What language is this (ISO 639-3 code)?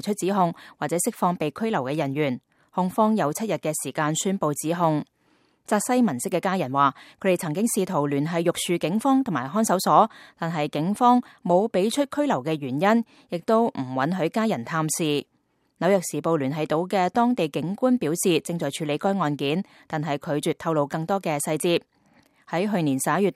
yue